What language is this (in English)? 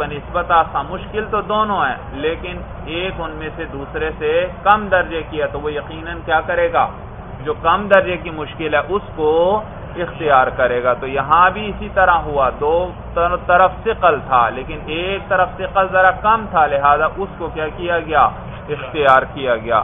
Urdu